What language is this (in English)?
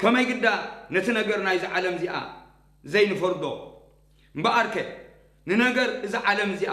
Tigrinya